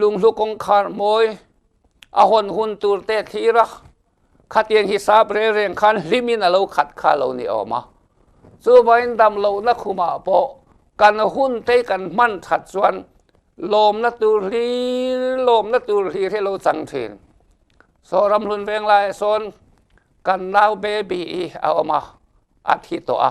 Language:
Mizo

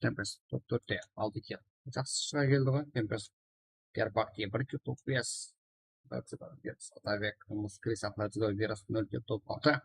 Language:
Kara-Kalpak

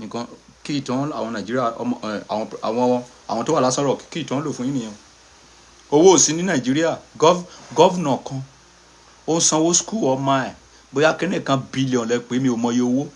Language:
Yoruba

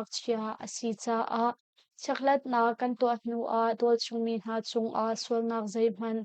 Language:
Hakha Chin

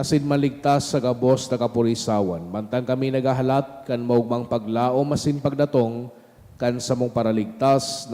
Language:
Bikol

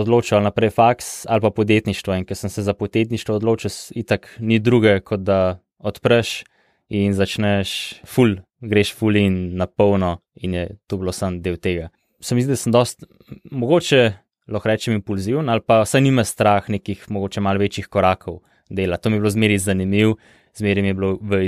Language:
Slovenian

